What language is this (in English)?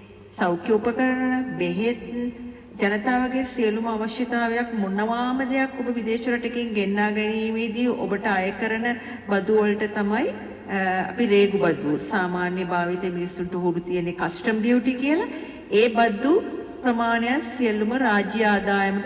Sinhala